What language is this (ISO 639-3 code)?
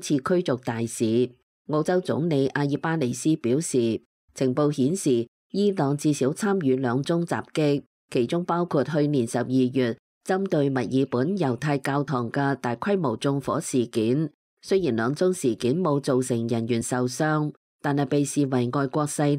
yue